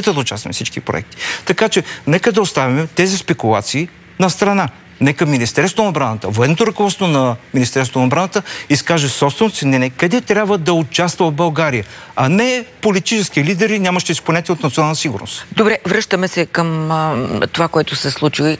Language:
Bulgarian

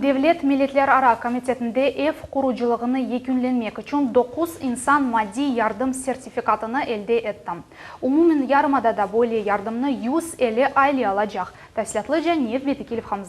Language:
Crimean Tatar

